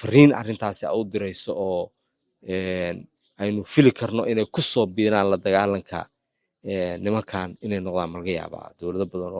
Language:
Somali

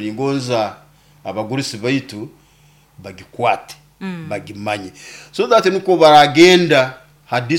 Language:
Nyoro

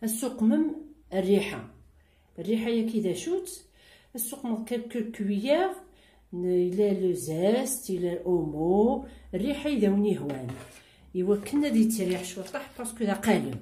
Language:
Kabyle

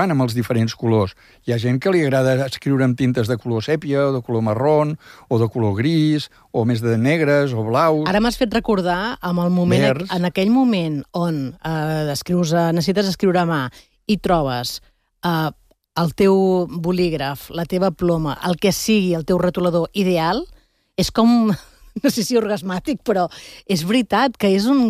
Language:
Catalan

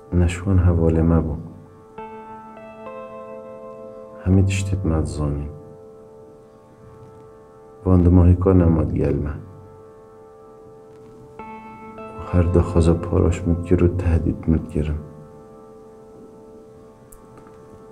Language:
Kurdish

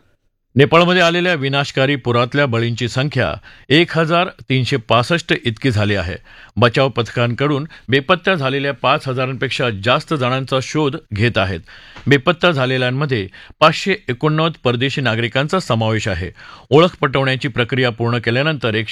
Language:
Marathi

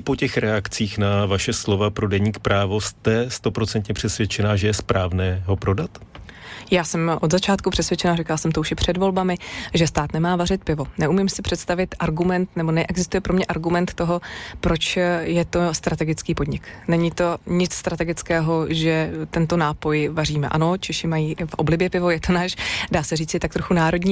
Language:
Czech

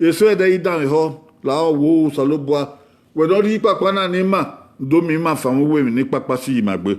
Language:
Bini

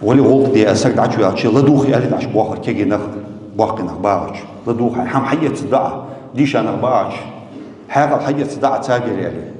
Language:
Ingush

